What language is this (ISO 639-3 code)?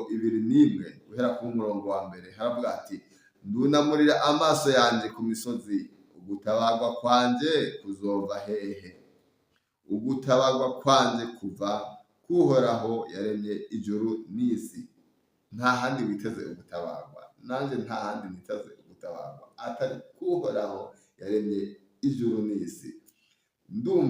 run